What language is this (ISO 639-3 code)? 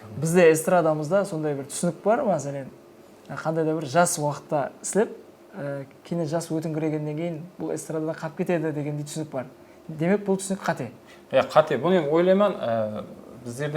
kaa